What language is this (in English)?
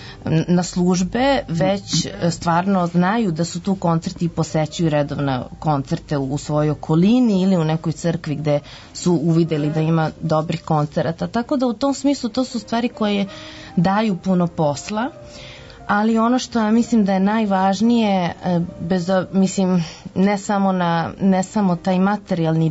Serbian